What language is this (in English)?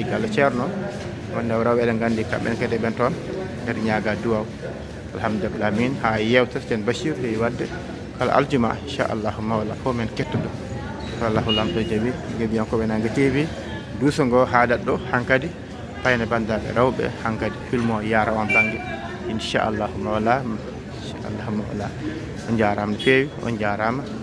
Fula